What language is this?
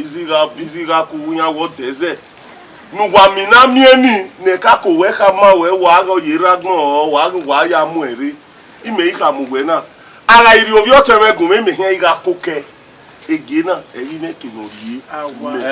Bini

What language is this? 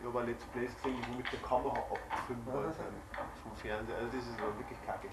Bavarian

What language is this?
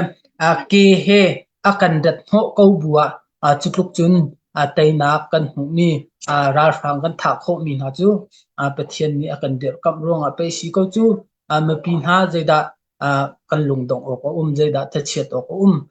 Hakha Chin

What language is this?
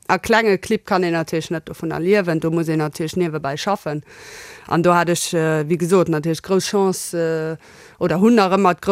Luxembourgish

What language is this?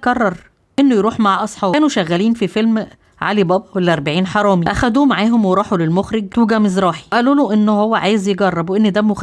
Egyptian Arabic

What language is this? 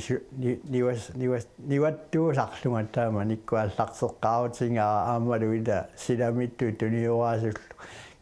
Kalaallisut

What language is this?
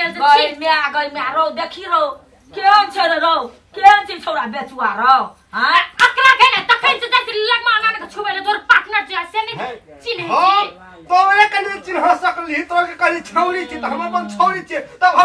Maithili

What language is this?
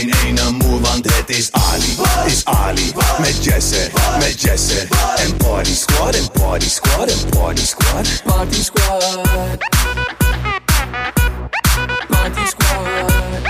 Dutch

